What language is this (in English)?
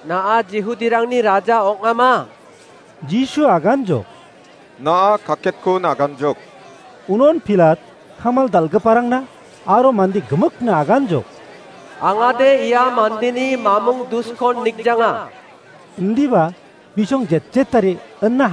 Garo